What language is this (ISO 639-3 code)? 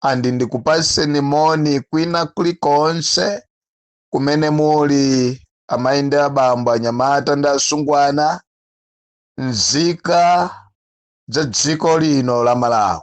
nya